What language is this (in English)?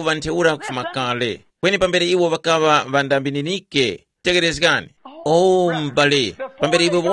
Tumbuka